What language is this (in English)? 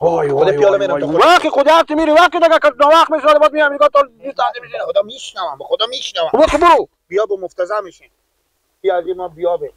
Persian